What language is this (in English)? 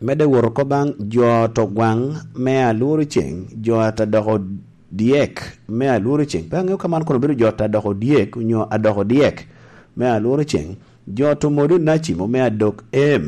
Lango (Uganda)